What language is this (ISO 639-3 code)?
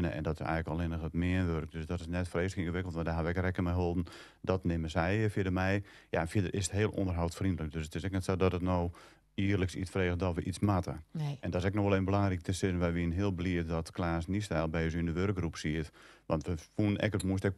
fry